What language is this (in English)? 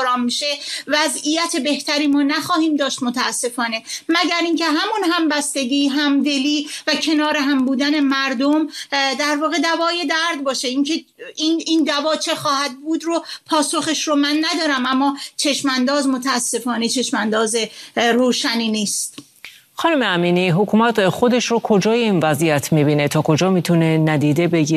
Persian